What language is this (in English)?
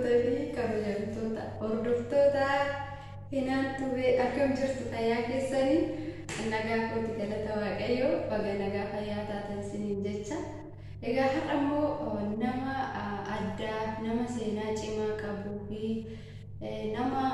Oromo